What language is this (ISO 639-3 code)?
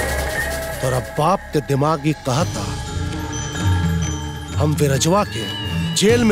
bho